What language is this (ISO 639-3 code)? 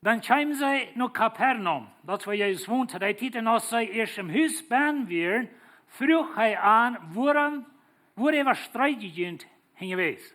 pdt